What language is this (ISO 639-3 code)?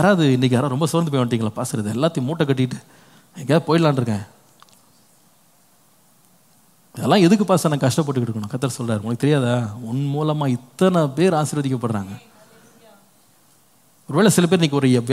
tam